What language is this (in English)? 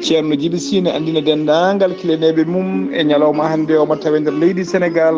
Fula